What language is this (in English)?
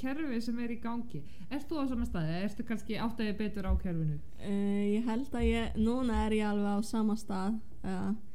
Icelandic